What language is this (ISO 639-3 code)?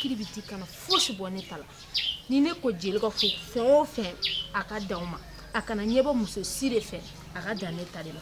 bam